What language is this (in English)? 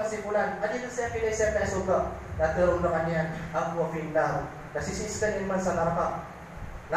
Maranao